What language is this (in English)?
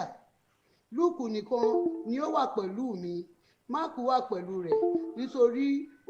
Yoruba